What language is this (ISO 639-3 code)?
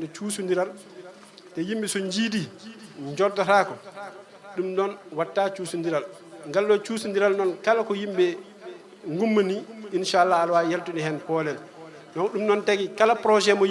ful